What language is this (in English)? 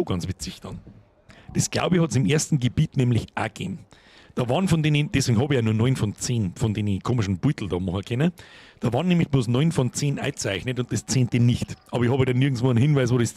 Bavarian